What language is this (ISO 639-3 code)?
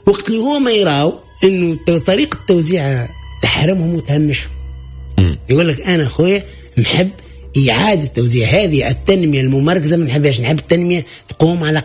aeb